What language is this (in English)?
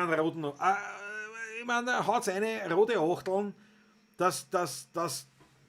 Bavarian